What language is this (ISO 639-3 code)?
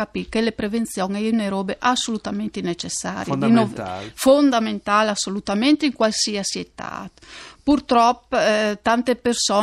fur